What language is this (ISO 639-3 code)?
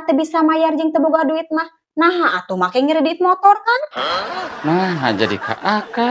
sun